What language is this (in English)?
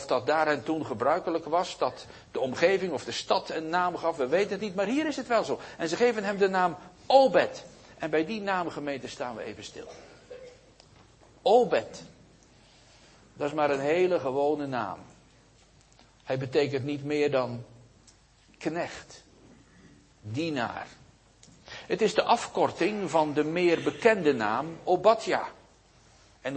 Dutch